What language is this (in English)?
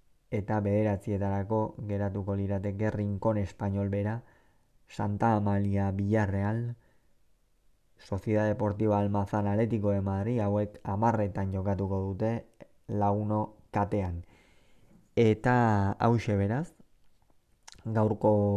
Basque